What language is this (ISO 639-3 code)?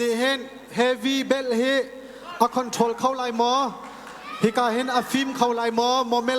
cnh